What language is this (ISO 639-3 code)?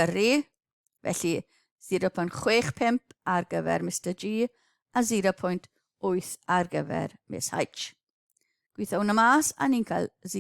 cym